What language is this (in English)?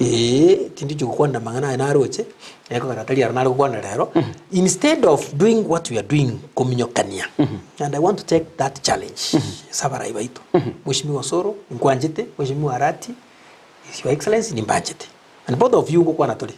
Gusii